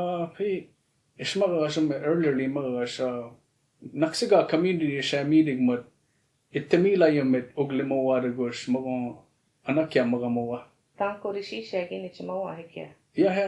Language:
Choctaw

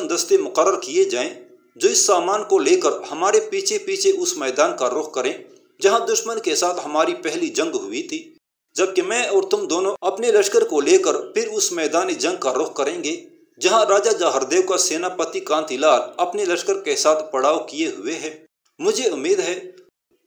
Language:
Urdu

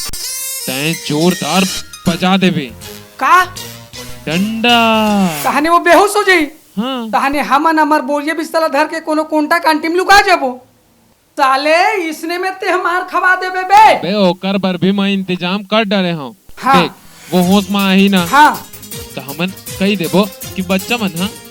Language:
Chhattisgarhi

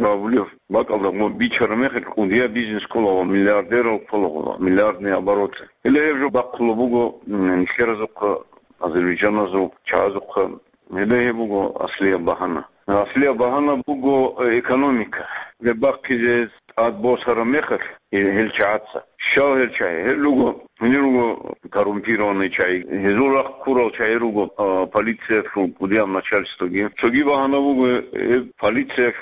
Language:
Avaric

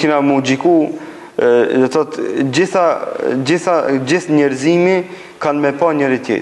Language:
Albanian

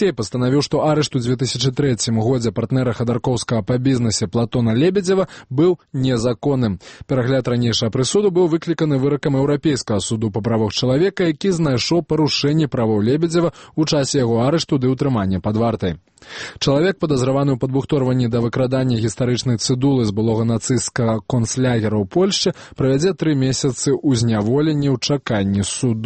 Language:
Belarusian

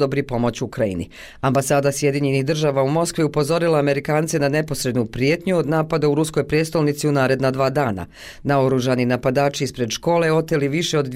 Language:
Bosnian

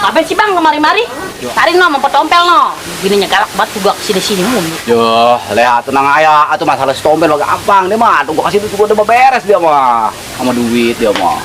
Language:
Betawi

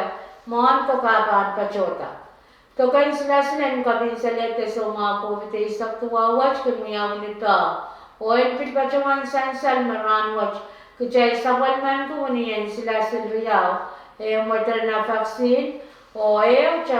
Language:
Pohnpeian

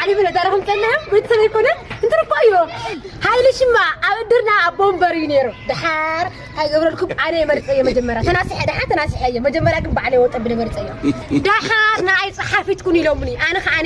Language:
Tigrinya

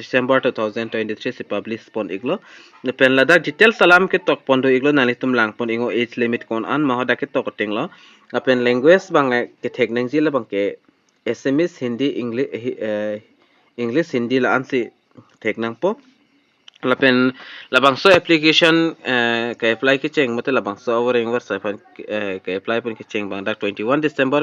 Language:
Karbi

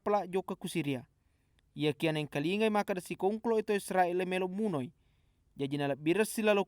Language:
Buginese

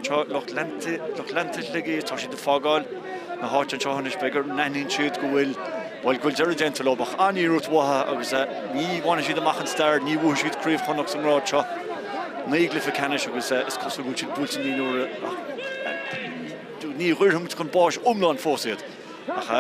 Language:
Irish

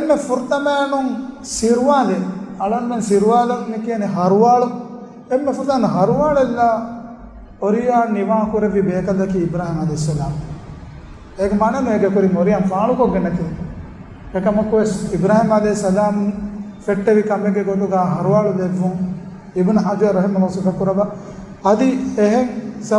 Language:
Divehi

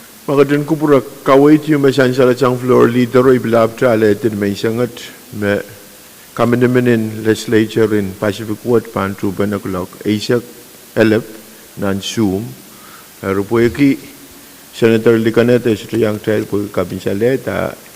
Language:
Pohnpeian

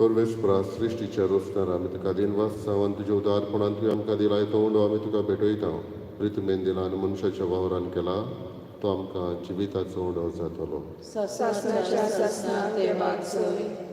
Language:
Konkani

